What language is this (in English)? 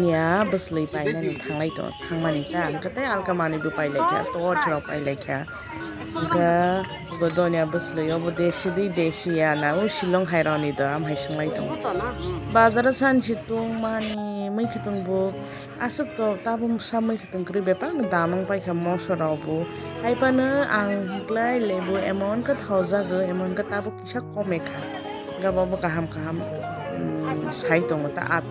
Kok Borok